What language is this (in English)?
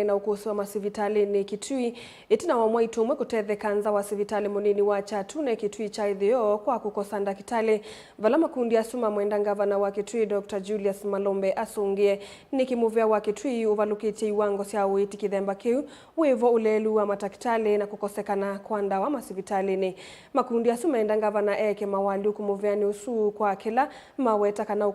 Kamba